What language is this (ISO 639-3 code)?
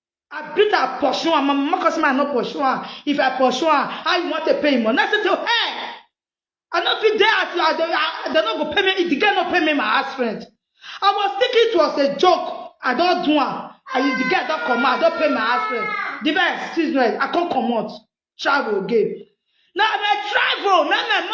pcm